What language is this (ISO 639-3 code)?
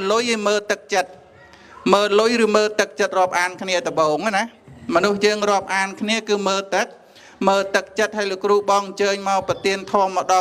khm